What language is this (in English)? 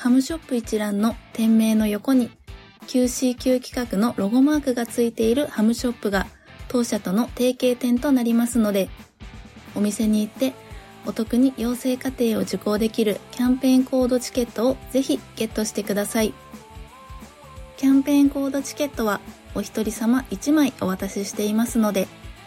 Japanese